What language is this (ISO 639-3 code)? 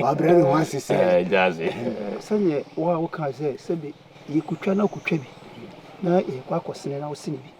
aka